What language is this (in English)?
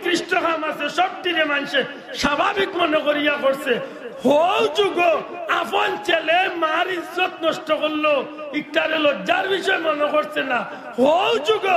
Sylheti